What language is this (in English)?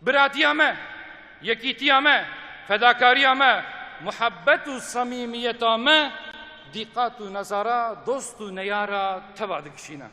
Kurdish